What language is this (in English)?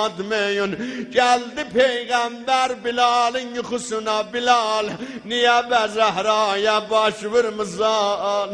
South Azerbaijani